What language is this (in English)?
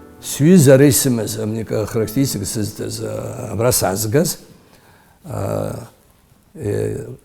Abkhazian